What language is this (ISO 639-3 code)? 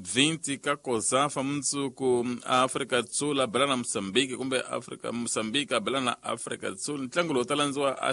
tso